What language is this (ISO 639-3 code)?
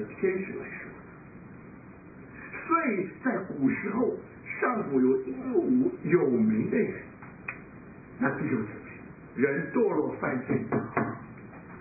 zho